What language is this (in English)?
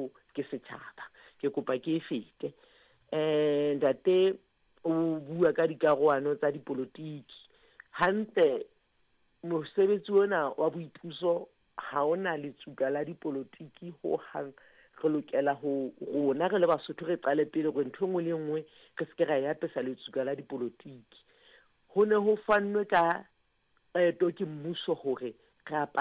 Southern Sotho